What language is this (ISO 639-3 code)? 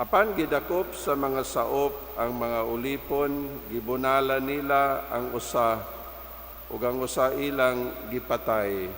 ceb